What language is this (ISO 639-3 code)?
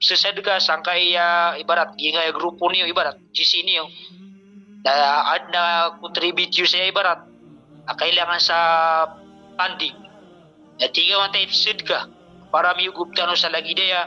mrw